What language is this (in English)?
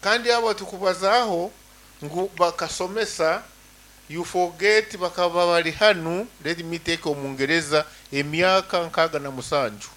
Nyankole